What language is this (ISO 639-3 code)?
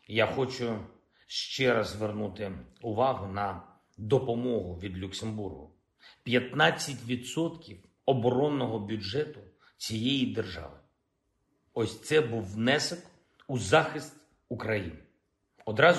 ukr